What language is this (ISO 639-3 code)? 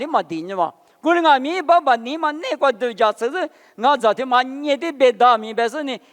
lis